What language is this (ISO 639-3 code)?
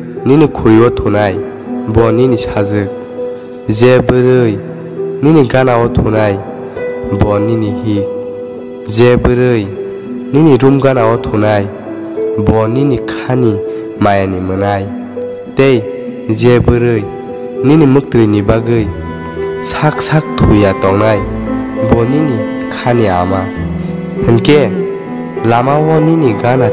trp